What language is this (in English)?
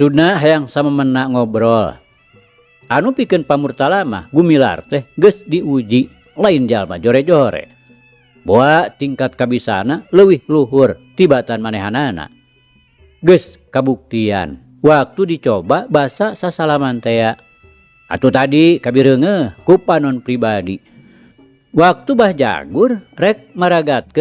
Sundanese